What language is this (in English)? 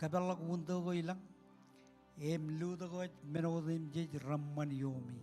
Marshallese